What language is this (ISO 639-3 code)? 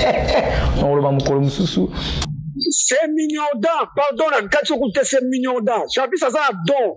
lin